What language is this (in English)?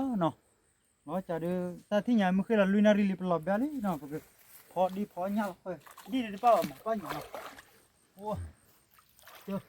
S'gaw Karen